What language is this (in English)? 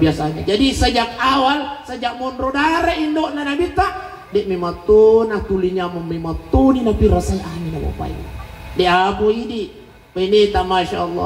Buginese